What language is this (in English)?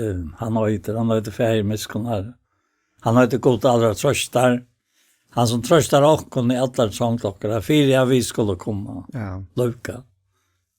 Faroese